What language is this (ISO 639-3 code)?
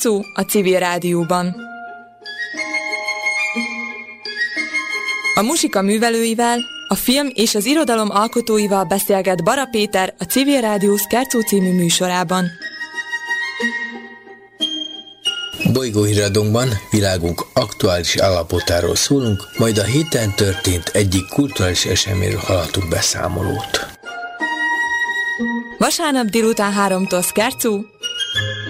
hun